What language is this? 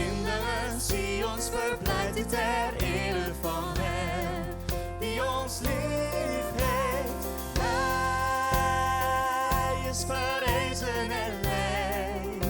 Western Frisian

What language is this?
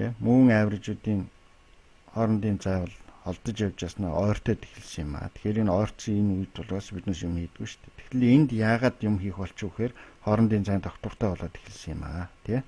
Mongolian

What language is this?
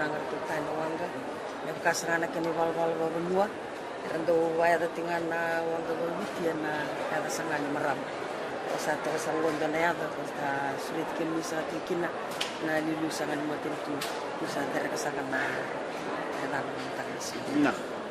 Fijian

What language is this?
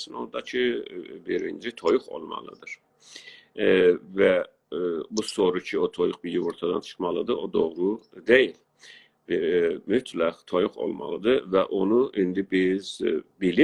South Azerbaijani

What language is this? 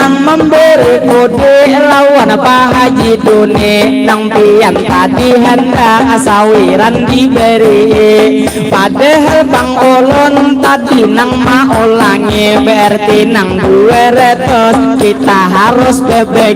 Banjar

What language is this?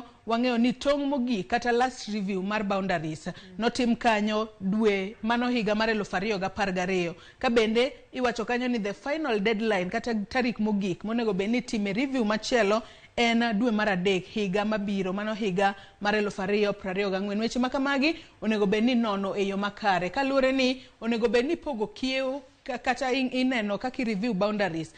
Luo (Kenya and Tanzania)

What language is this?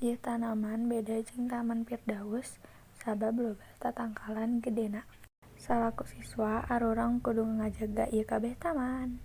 Sundanese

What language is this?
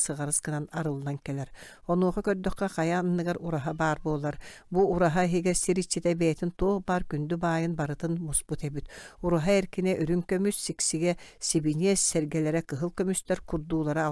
Yakut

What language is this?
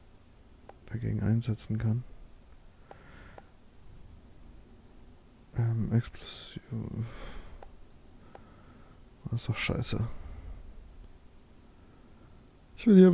German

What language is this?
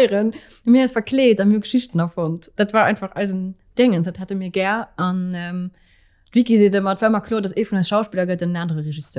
Luxembourgish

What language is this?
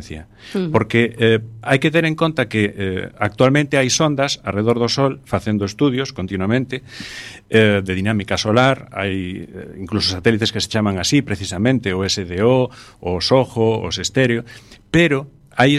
Galician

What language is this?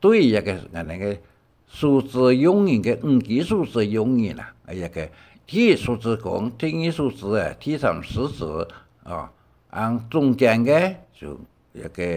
Hakka Chinese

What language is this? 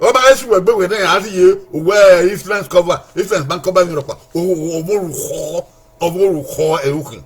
Bini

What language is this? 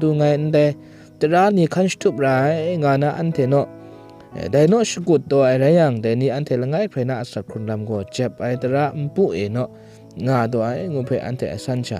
Kachin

